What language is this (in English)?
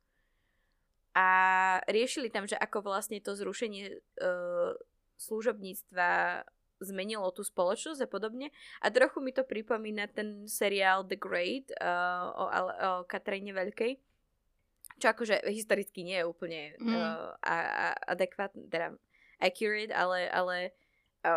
Slovak